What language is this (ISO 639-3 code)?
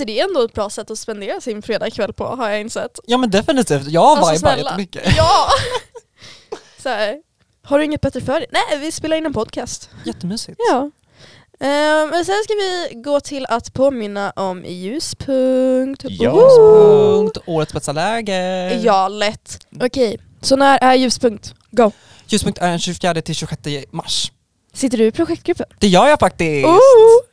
swe